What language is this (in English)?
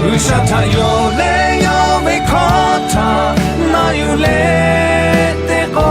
Lahu